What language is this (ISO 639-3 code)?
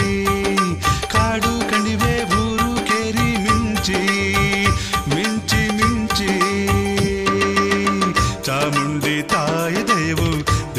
kan